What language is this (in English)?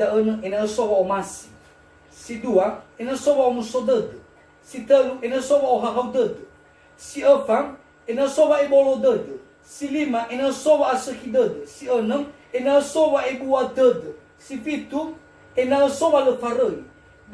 Nias